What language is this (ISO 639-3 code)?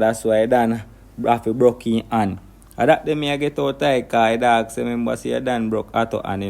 jam